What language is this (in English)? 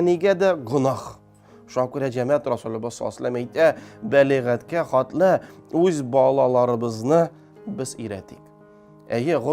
Tatar